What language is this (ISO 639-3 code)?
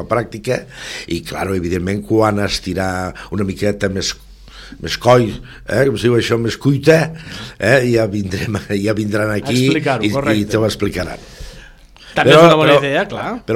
cat